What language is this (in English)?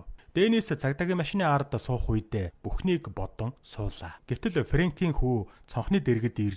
Mongolian